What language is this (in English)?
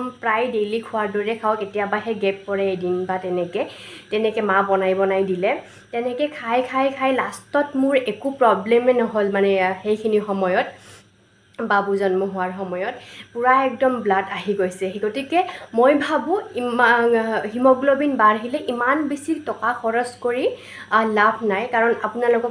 Assamese